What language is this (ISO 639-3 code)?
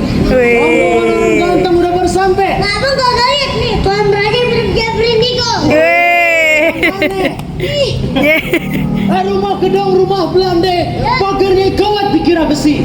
bew